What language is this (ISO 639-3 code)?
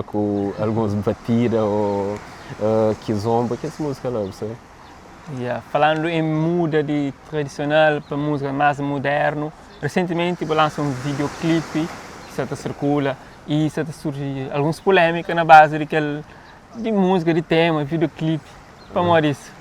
kea